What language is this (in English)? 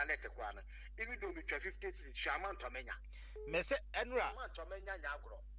Akan